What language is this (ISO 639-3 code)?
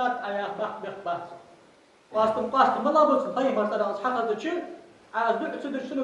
inh